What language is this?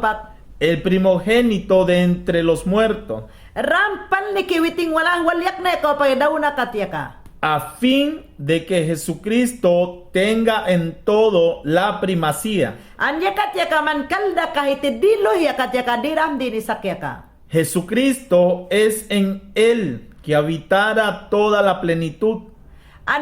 Mayangna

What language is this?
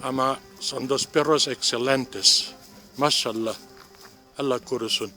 Ladino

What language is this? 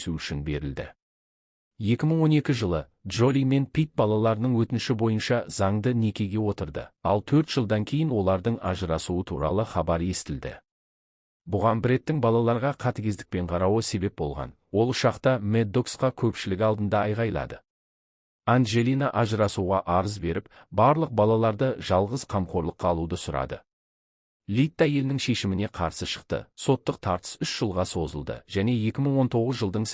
Kazakh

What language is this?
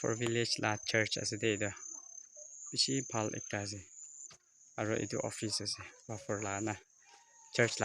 Naga Pidgin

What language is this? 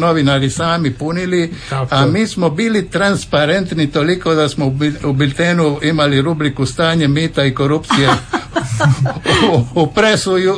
Croatian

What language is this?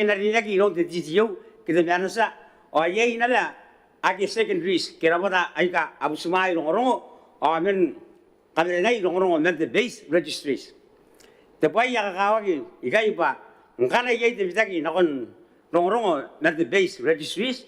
Gilbertese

